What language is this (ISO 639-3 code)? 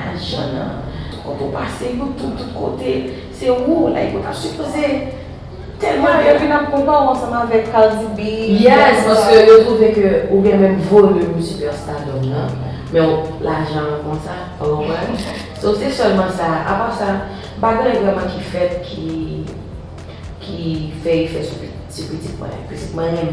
hat